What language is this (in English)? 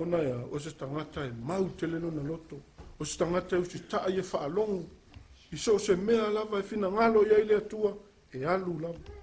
Samoan